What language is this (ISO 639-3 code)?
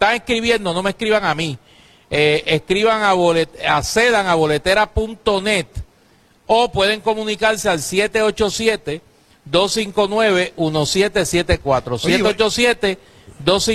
spa